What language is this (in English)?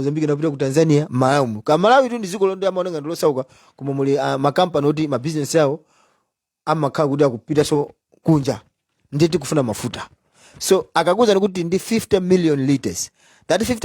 Nyanja